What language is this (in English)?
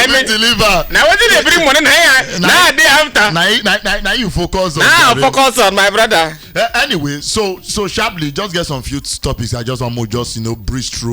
Nigerian Pidgin